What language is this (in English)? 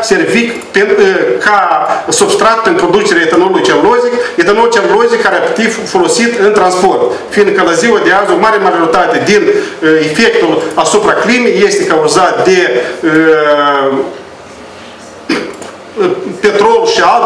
Romanian